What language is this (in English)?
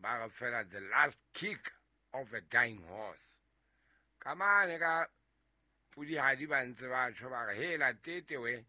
Southern Sotho